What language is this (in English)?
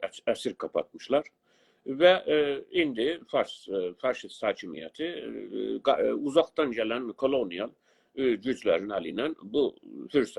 South Azerbaijani